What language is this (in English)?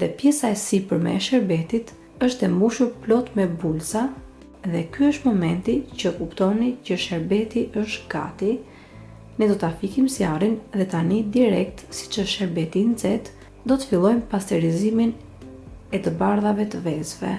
Albanian